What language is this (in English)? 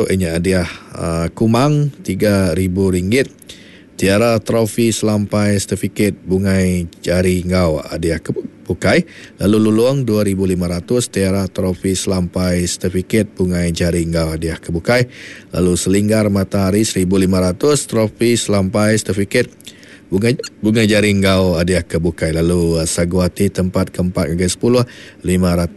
Iban